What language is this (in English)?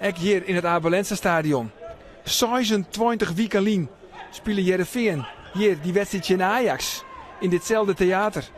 Western Frisian